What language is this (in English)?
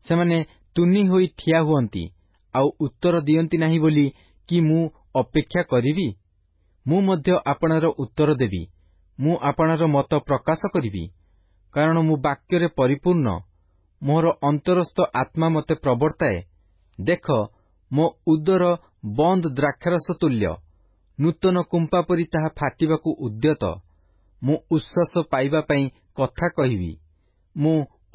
Odia